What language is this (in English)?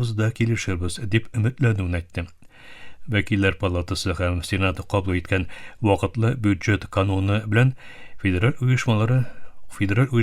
Tatar